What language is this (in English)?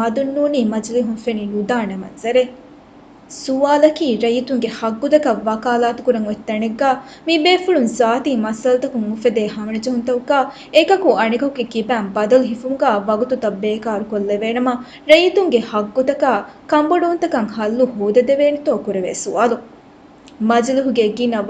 Divehi